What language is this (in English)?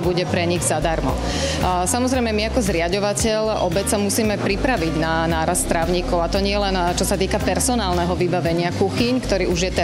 Slovak